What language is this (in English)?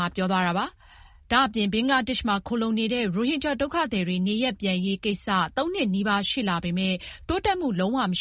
Burmese